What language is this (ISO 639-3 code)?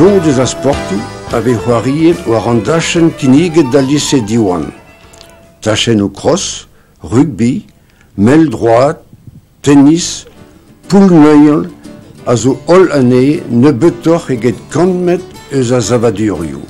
bre